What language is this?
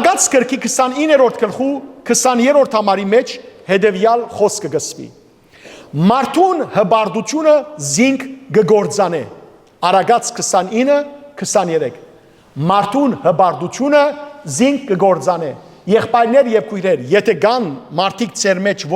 Western Armenian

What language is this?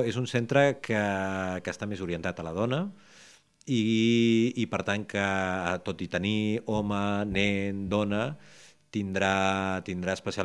Catalan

